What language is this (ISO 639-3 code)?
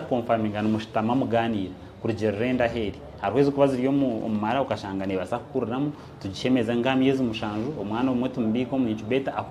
nyn